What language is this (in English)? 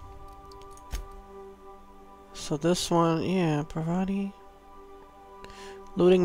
English